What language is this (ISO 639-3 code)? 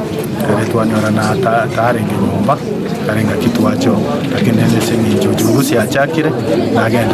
guz